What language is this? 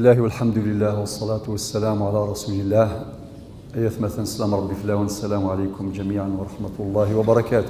Kabyle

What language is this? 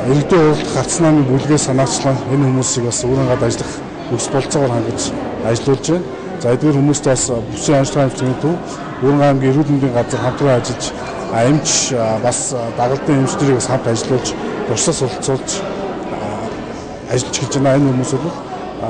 Mongolian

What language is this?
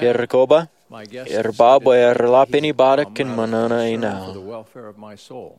Marshallese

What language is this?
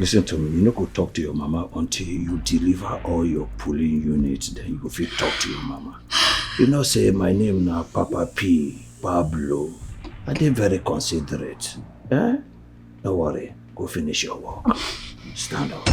Nigerian Pidgin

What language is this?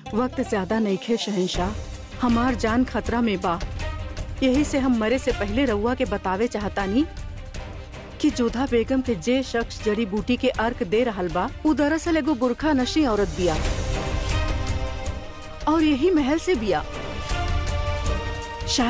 Bhojpuri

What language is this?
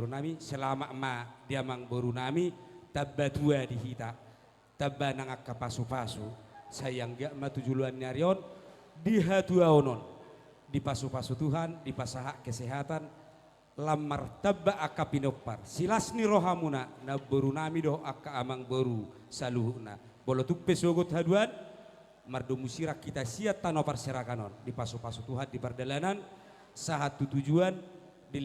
Batak Toba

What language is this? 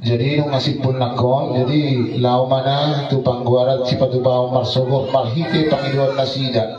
Batak Toba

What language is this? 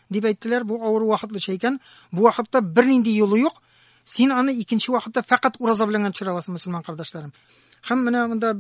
Tatar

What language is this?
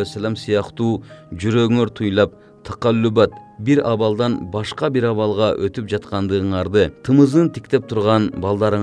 Kyrgyz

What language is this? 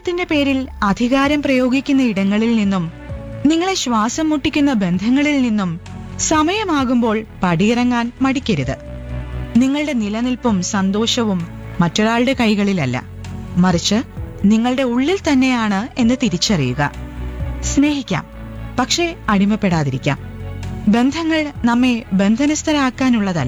Malayalam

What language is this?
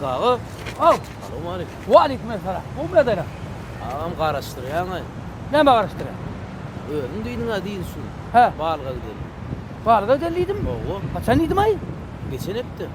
Turkmen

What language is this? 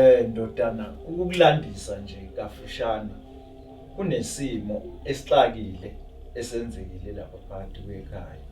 Zulu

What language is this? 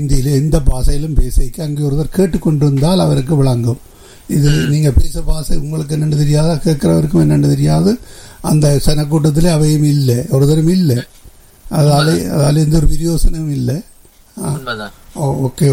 Tamil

